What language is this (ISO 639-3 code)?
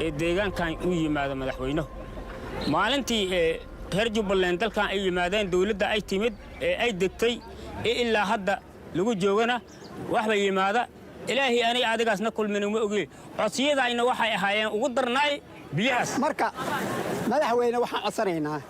som